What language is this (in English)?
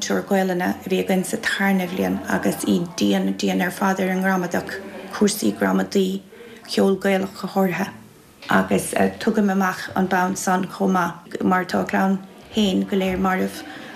Irish